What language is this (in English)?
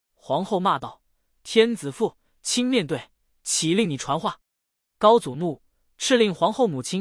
Chinese